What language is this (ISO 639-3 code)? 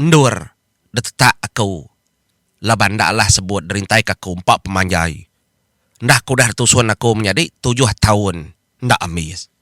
iba